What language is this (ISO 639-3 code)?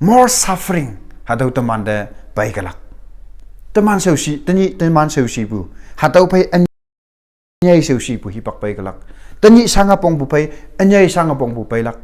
nbe